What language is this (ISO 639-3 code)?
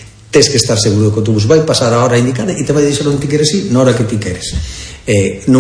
glg